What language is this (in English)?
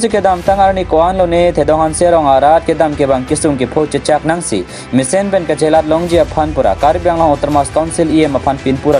Karbi